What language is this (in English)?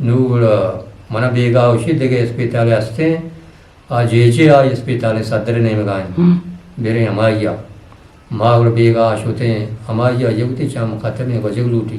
Eastern Balochi